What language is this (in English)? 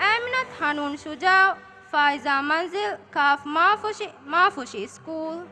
Divehi